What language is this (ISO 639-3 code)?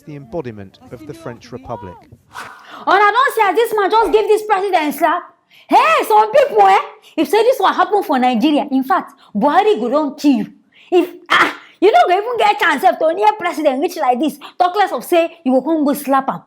pcm